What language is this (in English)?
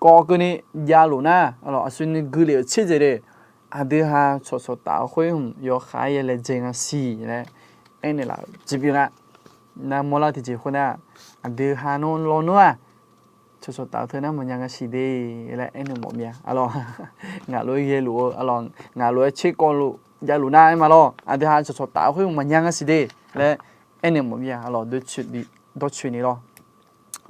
Akha